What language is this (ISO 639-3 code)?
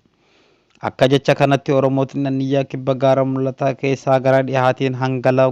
orm